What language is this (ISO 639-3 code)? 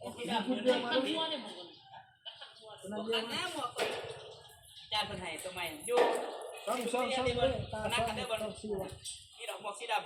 tts